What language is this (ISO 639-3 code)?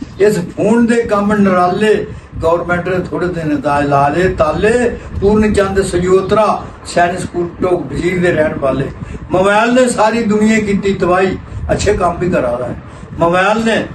doi